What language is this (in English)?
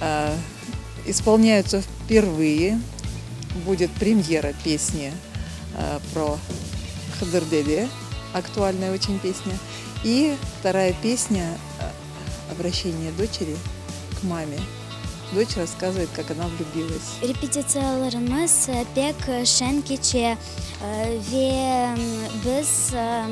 Crimean Tatar